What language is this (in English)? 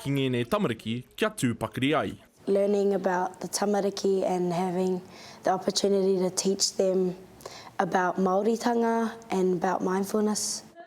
Māori